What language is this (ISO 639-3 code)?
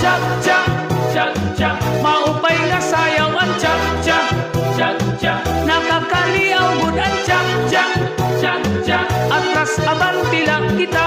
war